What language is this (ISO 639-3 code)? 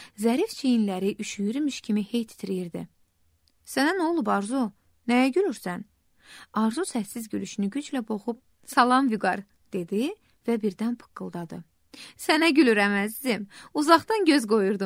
aze